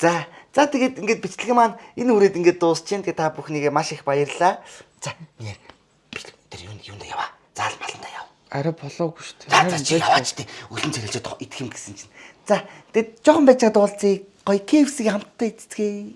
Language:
Mongolian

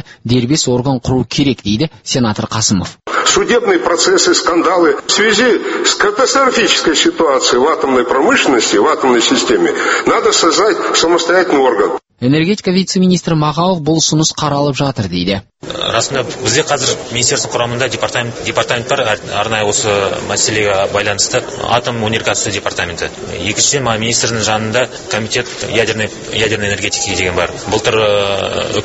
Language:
Kazakh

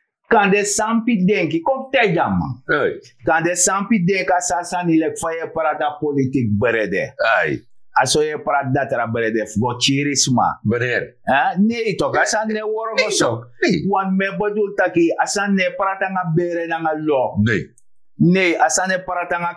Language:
Sranan Tongo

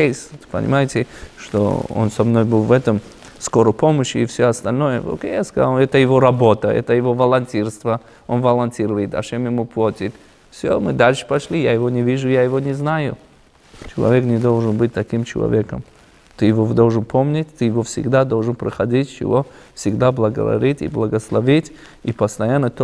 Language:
Russian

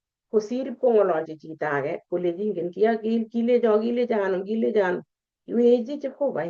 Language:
Kalenjin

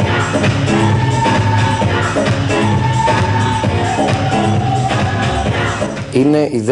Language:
Greek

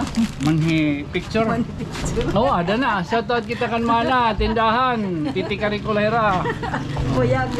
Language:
Waray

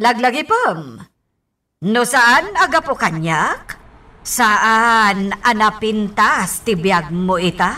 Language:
Iloko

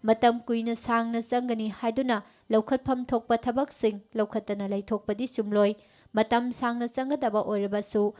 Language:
Manipuri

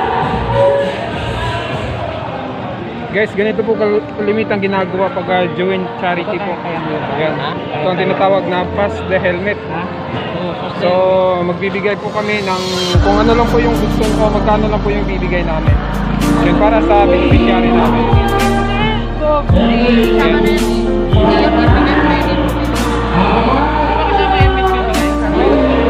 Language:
Filipino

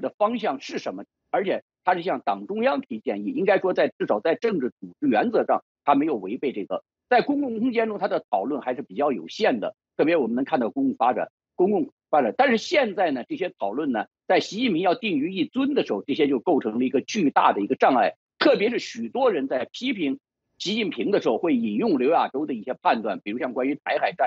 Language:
Chinese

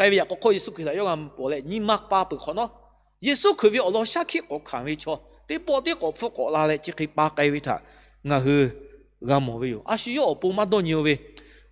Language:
Lahu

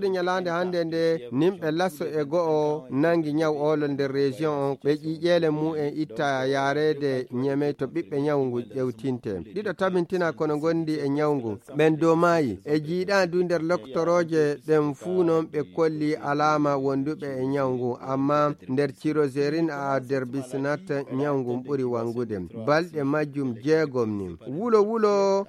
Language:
Fula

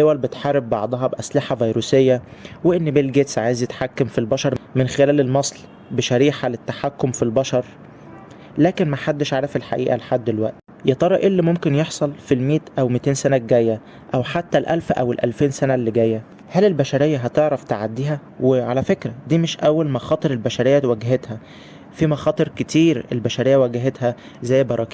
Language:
Egyptian Arabic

